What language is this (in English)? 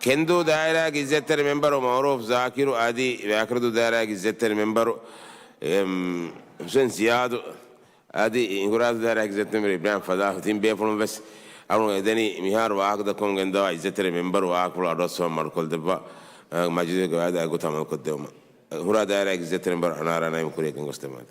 Divehi